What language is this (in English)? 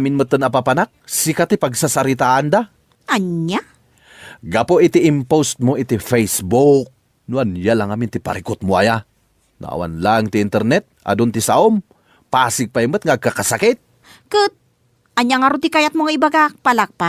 Iloko